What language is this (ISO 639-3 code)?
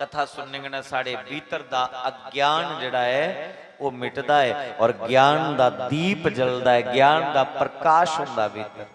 doi